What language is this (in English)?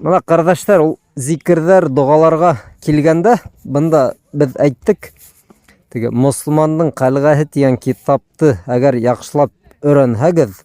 Bashkir